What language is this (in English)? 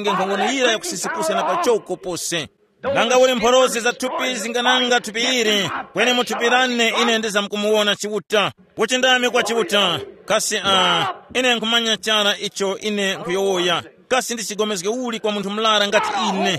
Tumbuka